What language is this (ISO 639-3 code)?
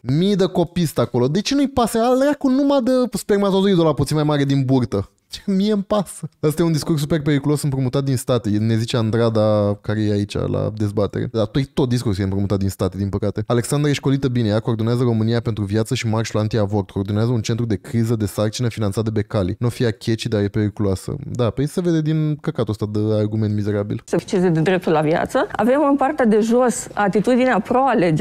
ron